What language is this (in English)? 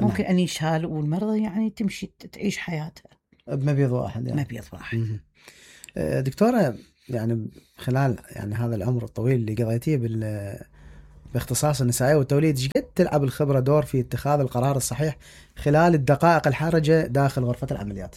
Mesopotamian Arabic